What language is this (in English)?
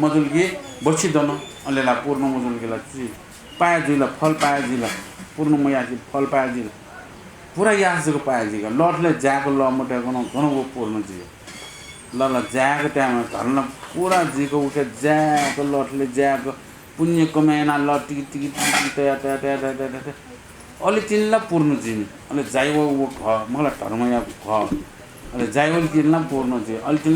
Newari